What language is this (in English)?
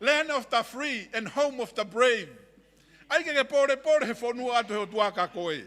Tongan